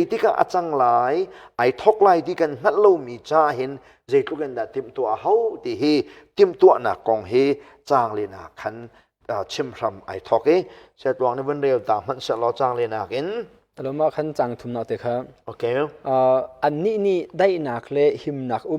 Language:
Hakha Chin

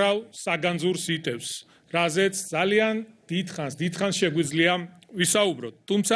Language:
Georgian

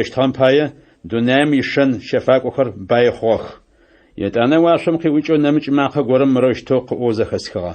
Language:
Adyghe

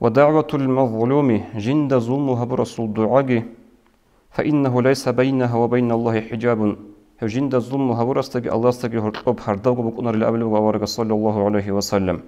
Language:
Avaric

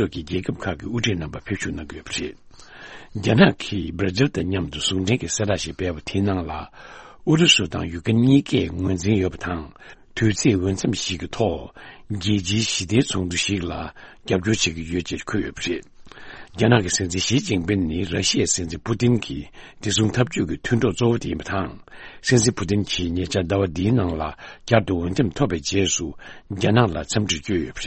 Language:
Tibetan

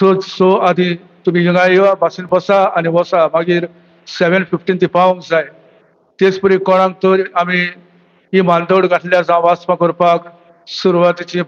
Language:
Konkani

